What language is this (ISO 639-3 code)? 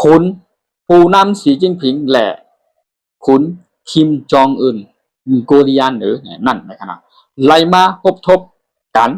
shn